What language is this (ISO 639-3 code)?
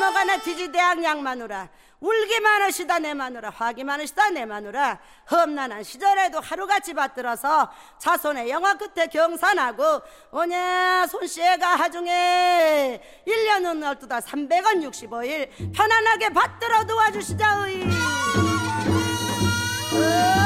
kor